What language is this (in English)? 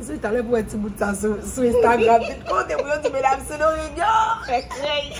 Haitian Creole